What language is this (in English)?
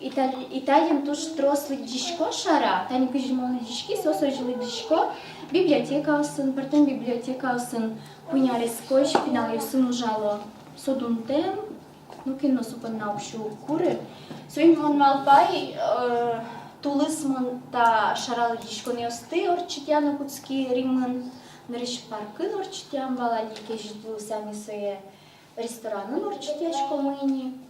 Udmurt